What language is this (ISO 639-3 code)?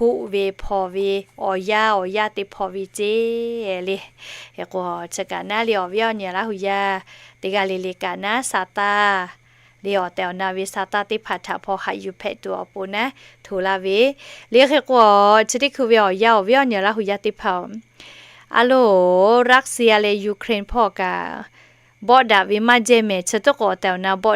lhu